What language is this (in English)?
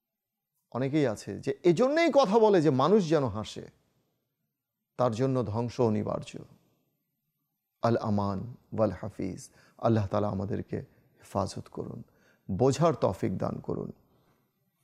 Bangla